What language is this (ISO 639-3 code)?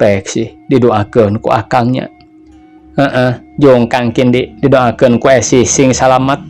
sun